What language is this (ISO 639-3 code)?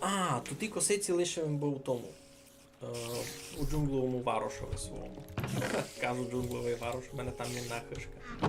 rue